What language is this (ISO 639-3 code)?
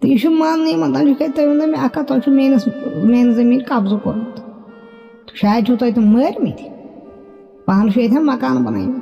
kas